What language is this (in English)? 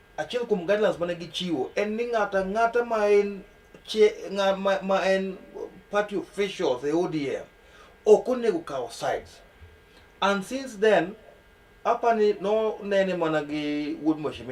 Luo (Kenya and Tanzania)